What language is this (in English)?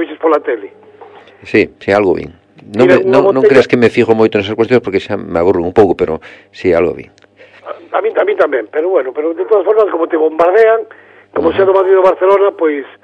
Galician